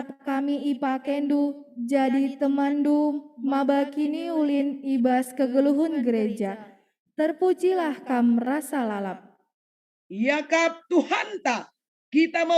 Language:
Batak Karo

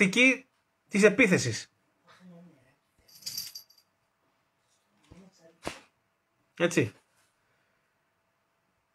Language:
Greek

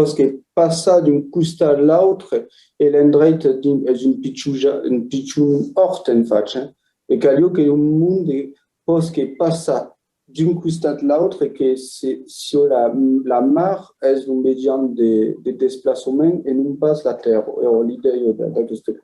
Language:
Occitan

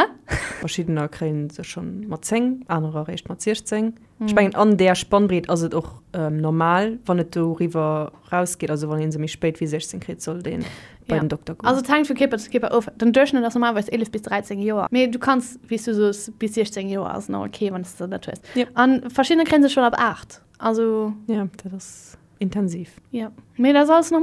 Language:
Luxembourgish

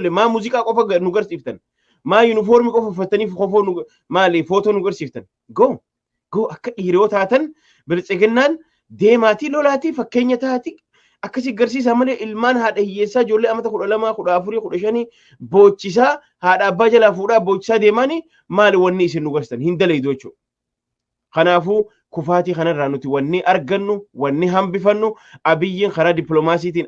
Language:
Oromo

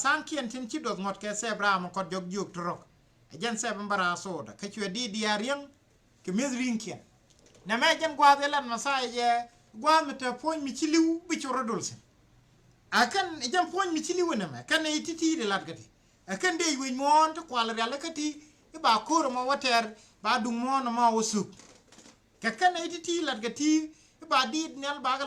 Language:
Nuer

